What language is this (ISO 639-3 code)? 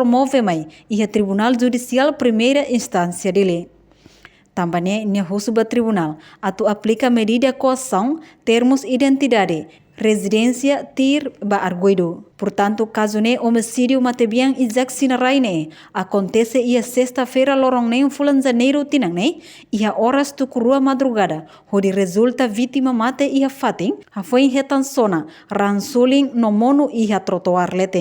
tet